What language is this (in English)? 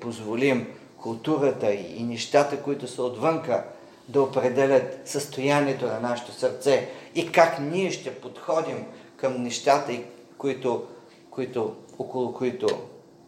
Bulgarian